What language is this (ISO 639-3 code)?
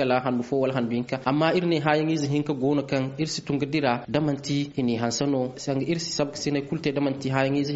dje